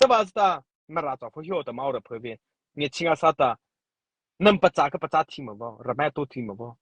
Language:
Mara Chin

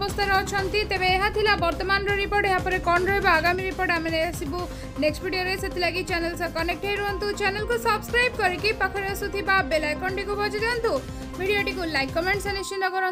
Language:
Odia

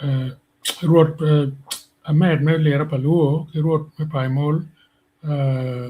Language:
Acoli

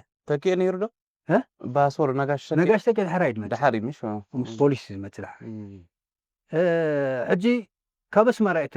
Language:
Tigrinya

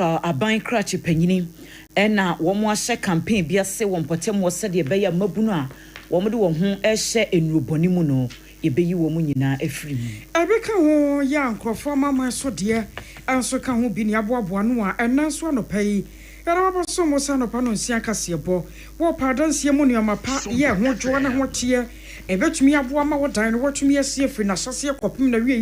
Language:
Akan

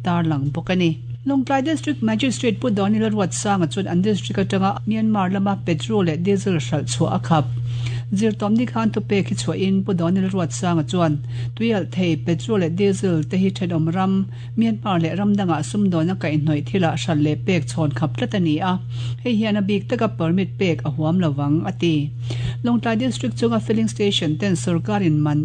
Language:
Mizo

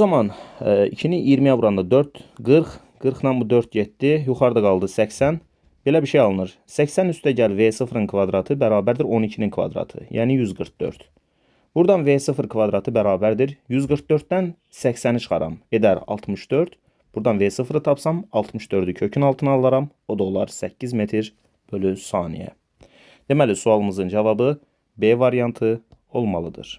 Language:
Azerbaijani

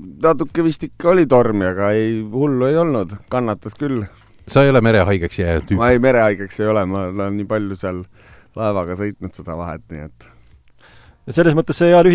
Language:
Estonian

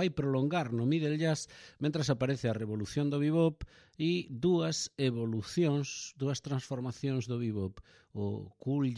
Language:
Galician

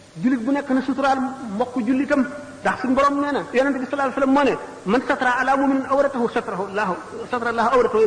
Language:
Wolof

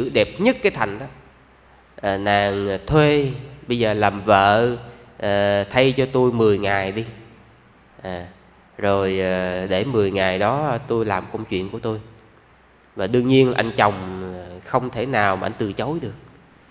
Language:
Vietnamese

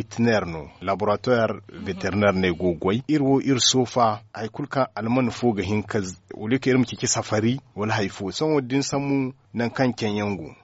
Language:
Zarma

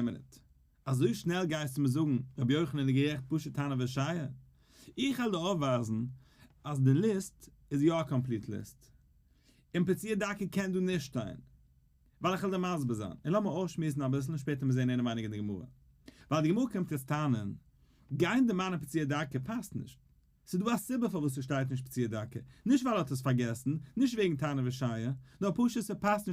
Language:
Yiddish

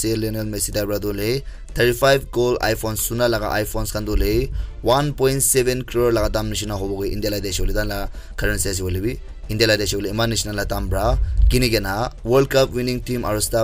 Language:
Naga Pidgin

